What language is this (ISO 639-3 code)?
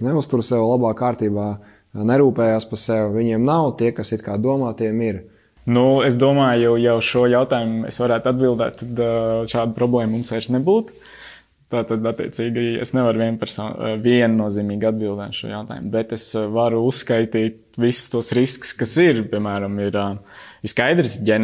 lav